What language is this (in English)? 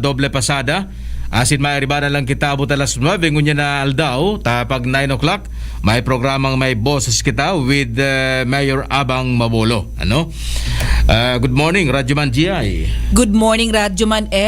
Bikol